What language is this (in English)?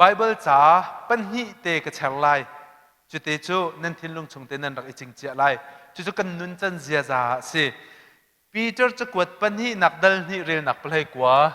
Hakha Chin